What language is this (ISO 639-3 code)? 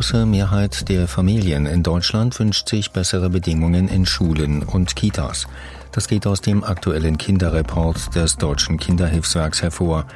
deu